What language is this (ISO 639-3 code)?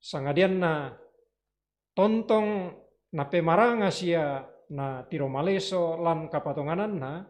sda